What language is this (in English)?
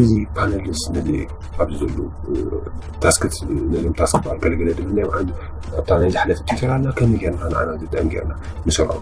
Tigrinya